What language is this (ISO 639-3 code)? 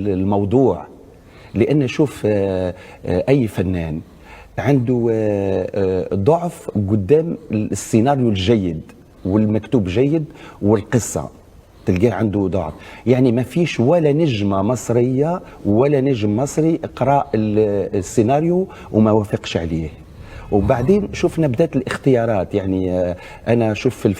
arz